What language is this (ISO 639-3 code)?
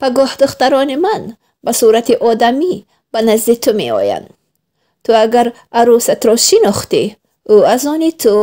tgk